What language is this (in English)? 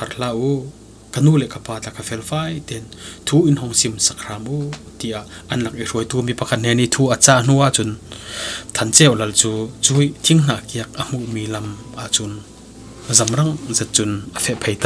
Falam Chin